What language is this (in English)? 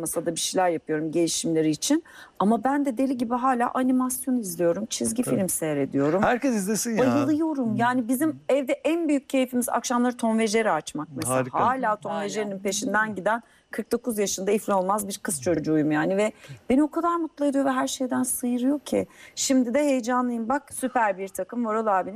Turkish